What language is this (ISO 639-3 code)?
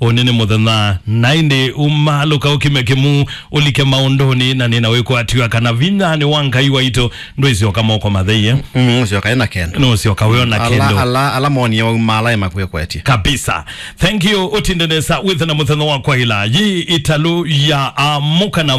kam